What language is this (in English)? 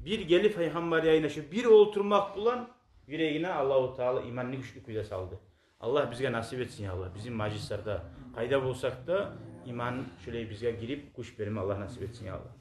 Kumyk